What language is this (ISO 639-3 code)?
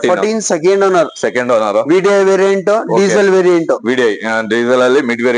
kan